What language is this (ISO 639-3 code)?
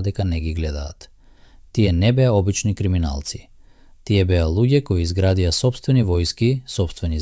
mkd